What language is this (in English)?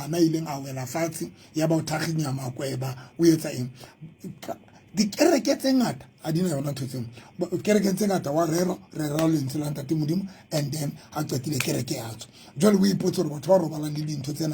Southern Sotho